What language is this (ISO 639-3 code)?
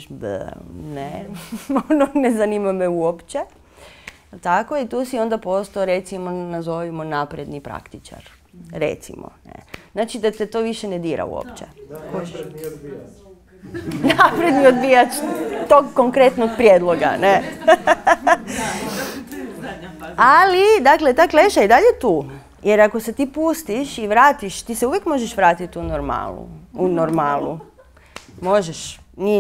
hrv